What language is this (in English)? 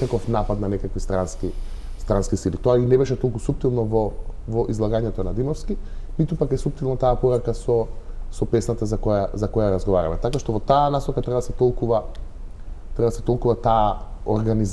Macedonian